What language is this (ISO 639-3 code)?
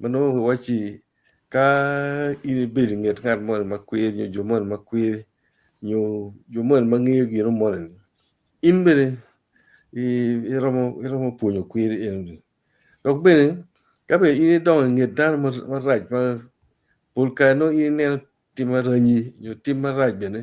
ach